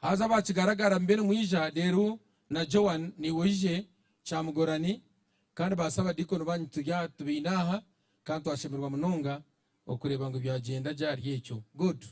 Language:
Nyankole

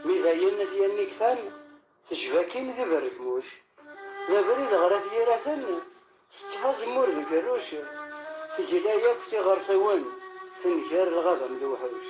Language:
Kabyle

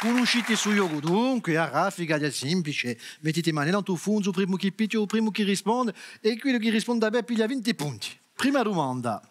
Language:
Corsican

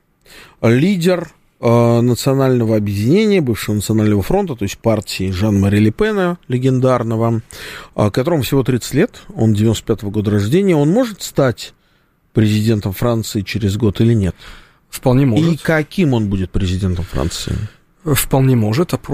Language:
Russian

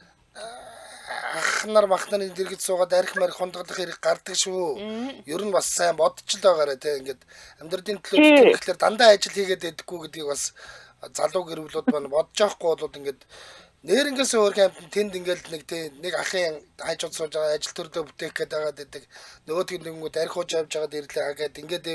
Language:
Mongolian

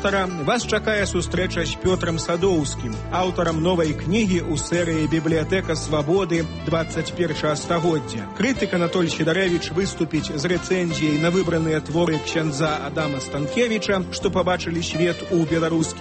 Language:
Belarusian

